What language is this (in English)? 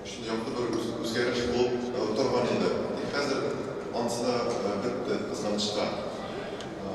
Tatar